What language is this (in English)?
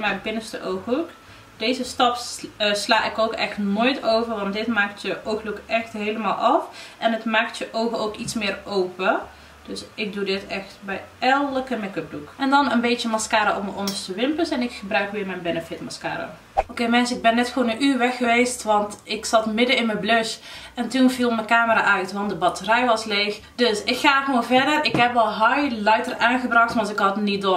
Dutch